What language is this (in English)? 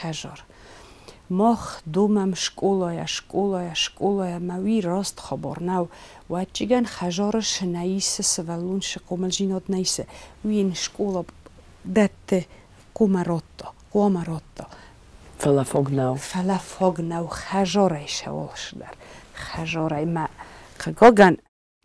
Ossetic